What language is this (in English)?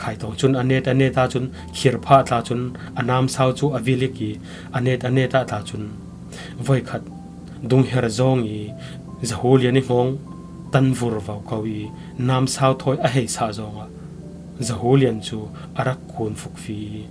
Falam Chin